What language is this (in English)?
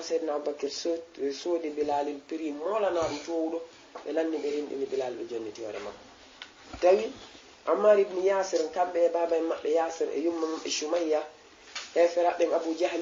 Fula